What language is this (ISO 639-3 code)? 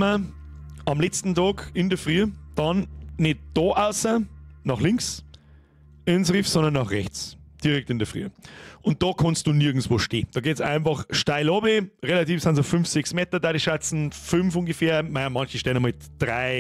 bar